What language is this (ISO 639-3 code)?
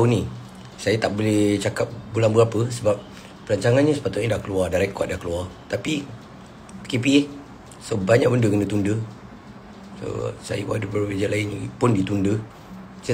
msa